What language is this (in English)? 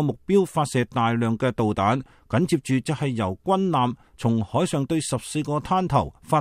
Cantonese